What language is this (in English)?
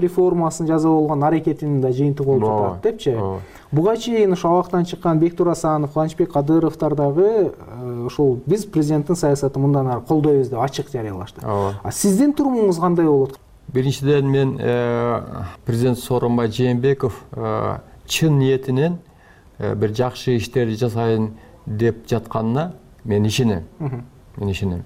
Kyrgyz